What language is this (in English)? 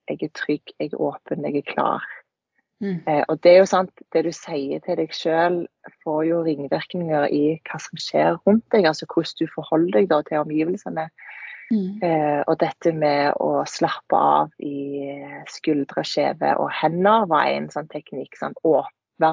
Norwegian